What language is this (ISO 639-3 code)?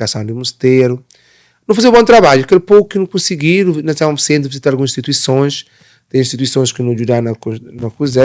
kea